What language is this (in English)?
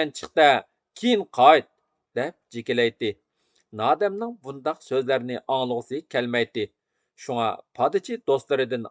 Uyghur